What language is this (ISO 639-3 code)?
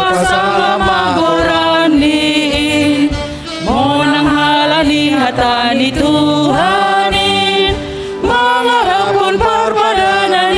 bts